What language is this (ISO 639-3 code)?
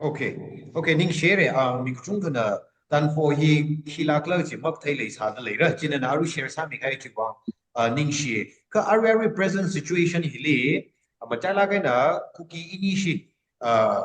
nmf